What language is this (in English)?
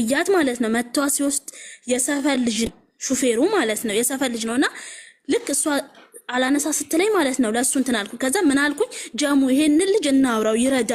Amharic